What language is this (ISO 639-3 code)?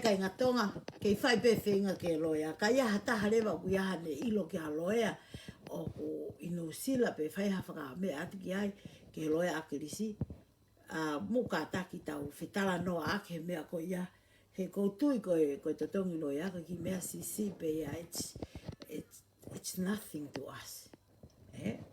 ton